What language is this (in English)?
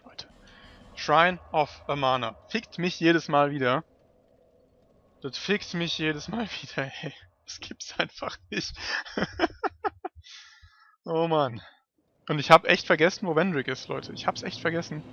German